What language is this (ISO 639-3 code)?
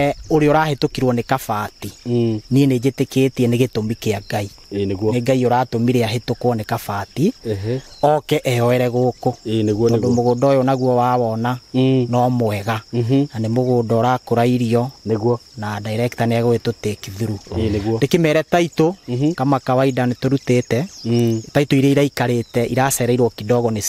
kik